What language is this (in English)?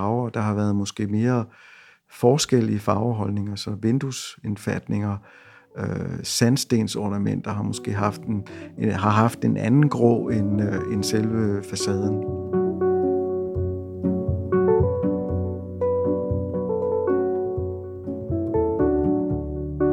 Danish